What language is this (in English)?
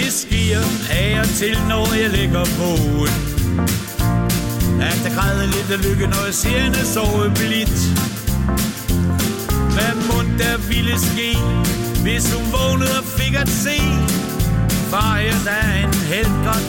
Danish